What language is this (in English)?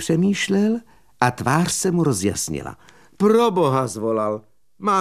Czech